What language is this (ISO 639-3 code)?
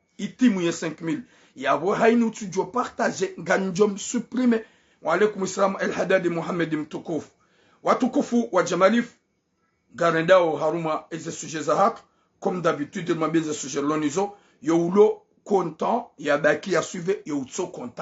zdj